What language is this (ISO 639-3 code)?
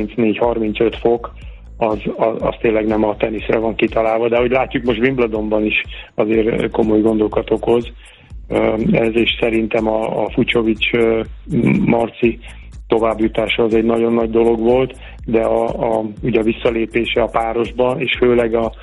hun